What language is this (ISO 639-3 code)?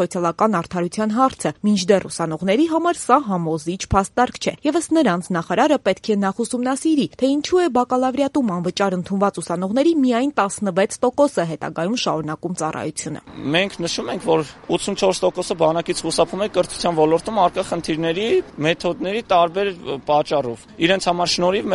hye